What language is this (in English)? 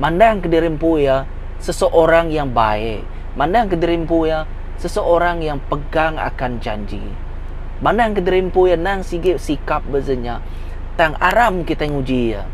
Iban